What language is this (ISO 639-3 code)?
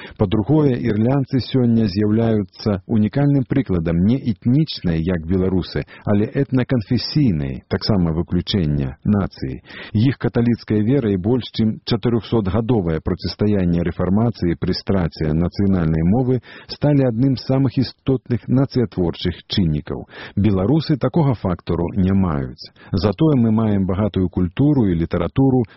bel